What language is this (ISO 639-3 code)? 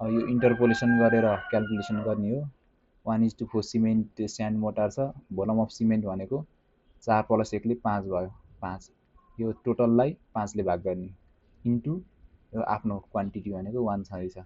nep